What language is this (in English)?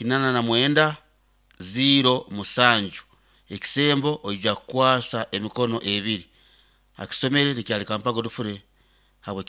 Nyankole